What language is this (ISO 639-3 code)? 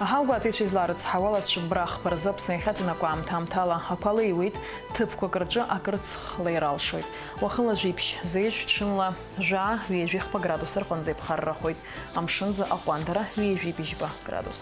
abk